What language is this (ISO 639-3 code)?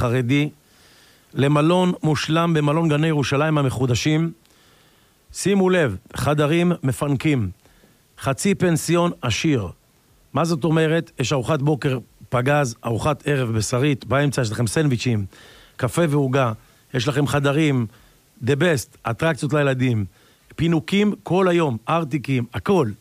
heb